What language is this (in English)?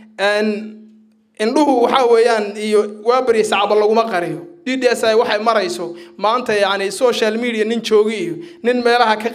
Somali